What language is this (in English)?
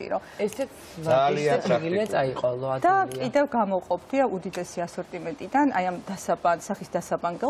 Georgian